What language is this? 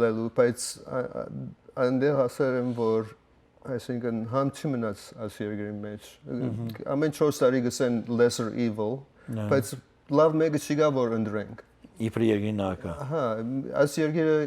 Western Armenian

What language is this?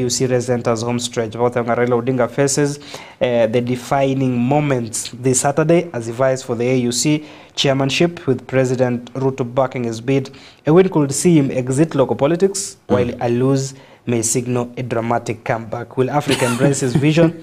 Gusii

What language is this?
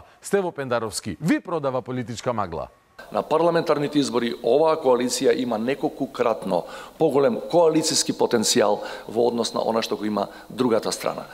Macedonian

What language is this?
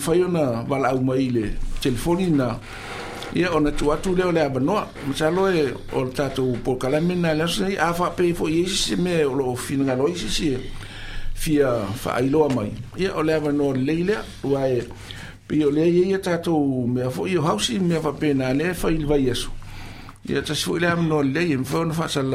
Samoan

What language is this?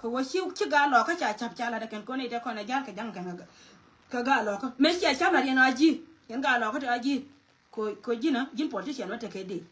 Nuer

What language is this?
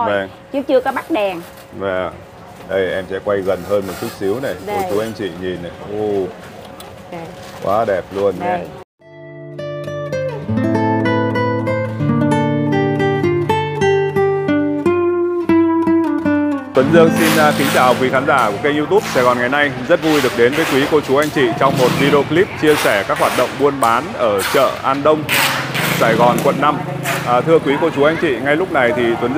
Vietnamese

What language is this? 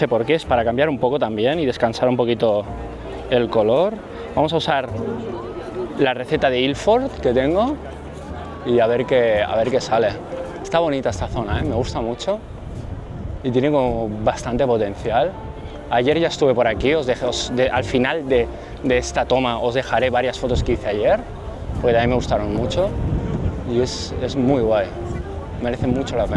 Spanish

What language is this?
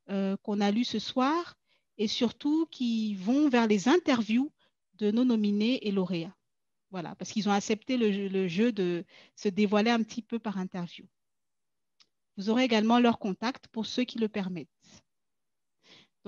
French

